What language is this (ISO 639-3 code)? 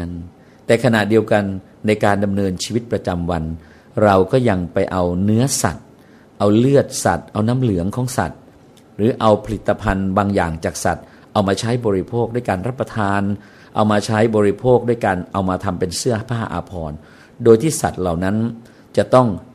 tha